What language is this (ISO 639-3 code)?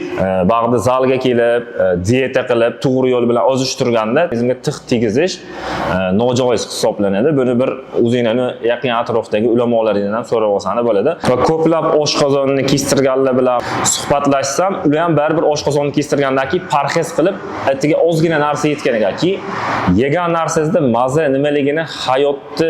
uzb